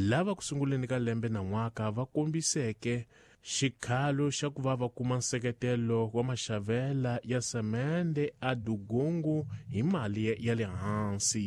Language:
Tsonga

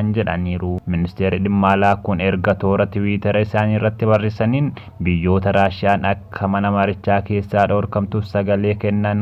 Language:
Oromo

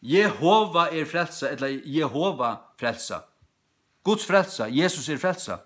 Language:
Faroese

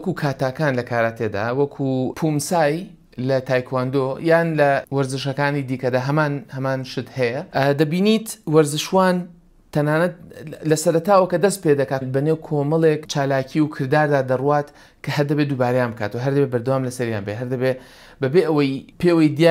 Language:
Central Kurdish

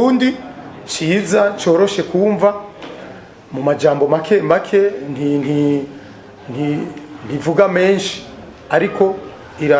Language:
Rundi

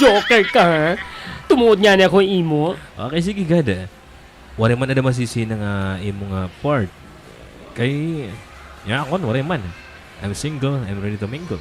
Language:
Waray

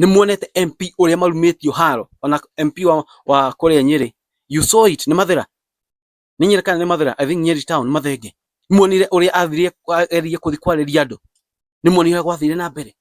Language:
Kikuyu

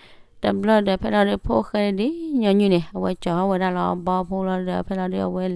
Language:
S'gaw Karen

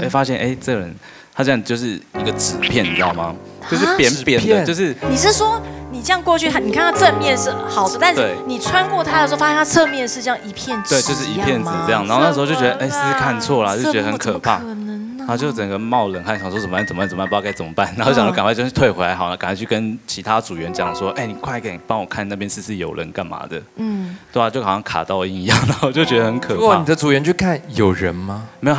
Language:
Chinese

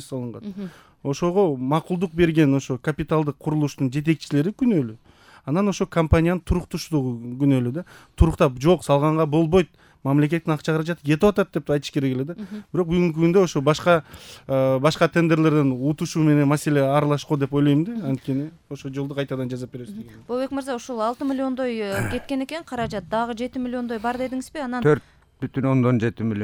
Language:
Kyrgyz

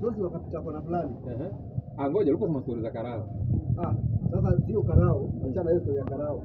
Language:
Swahili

